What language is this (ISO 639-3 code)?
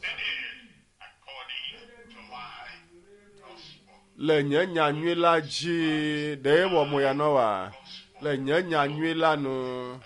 ewe